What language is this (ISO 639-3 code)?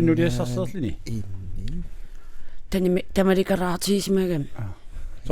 kal